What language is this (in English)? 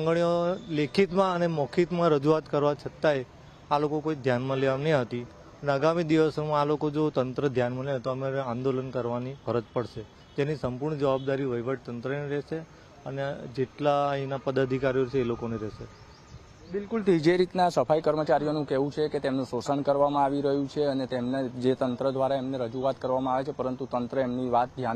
Gujarati